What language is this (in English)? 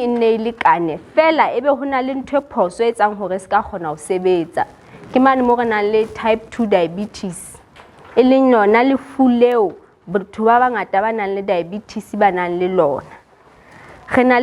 Southern Sotho